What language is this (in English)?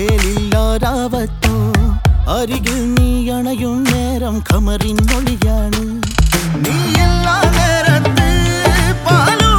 Malayalam